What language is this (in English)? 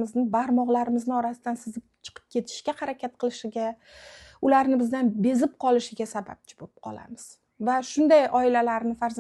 Uzbek